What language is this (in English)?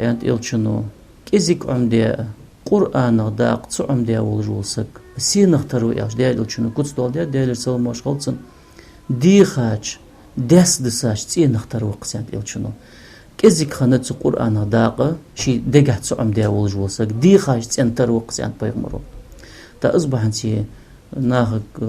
Ingush